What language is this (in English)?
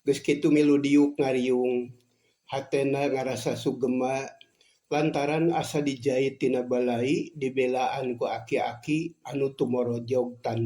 Sundanese